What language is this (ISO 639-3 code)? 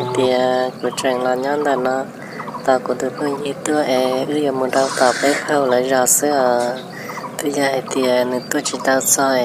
hmn